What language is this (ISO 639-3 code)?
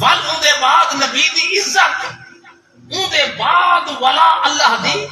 skr